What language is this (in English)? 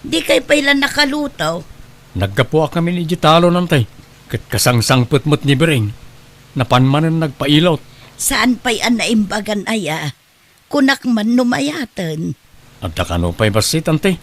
Iloko